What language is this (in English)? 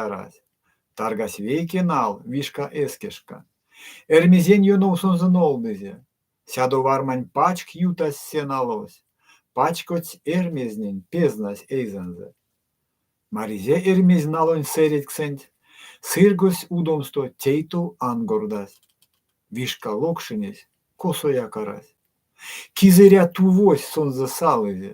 Erzya